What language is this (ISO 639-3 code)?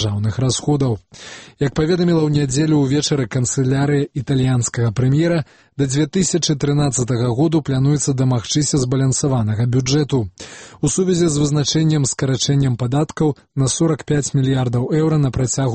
bel